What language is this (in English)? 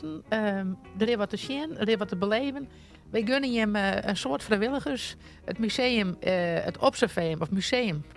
Western Frisian